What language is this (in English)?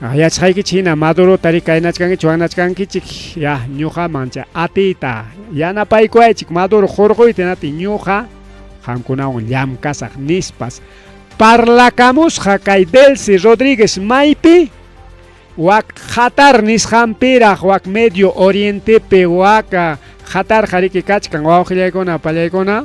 Ayacucho Quechua